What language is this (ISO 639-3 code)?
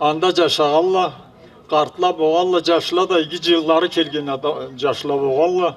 krc